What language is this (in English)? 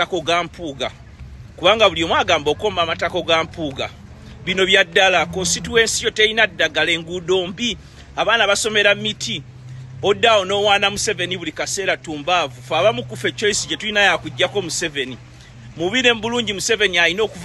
Ganda